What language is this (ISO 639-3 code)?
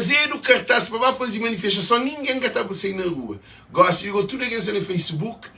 kea